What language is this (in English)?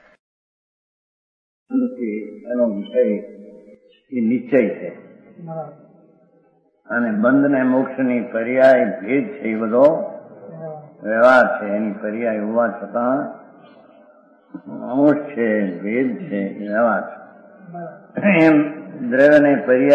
Gujarati